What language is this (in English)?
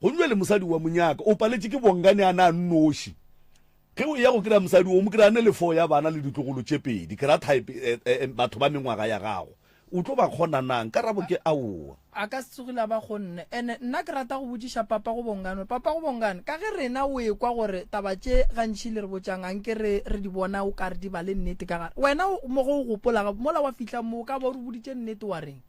Northern Sotho